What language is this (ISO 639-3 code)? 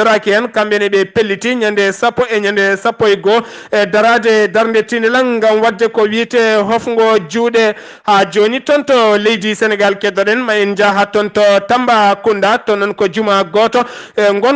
ful